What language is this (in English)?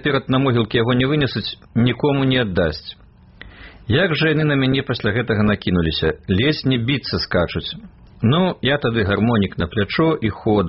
Belarusian